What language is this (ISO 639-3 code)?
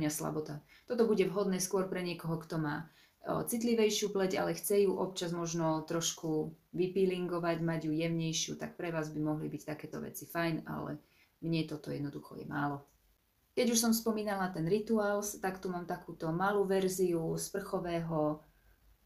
slk